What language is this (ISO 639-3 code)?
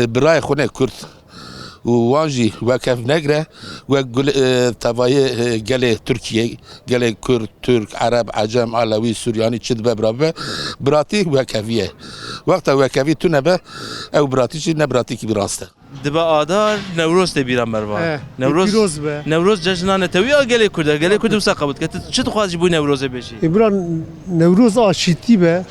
kur